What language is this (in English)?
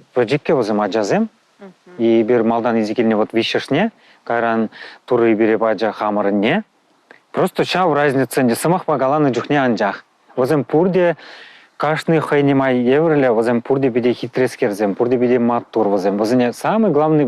Chuvash